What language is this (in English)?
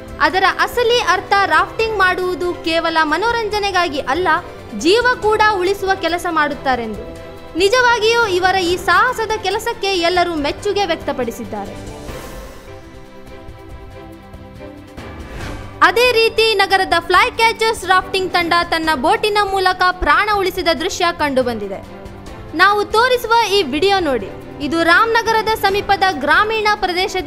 Kannada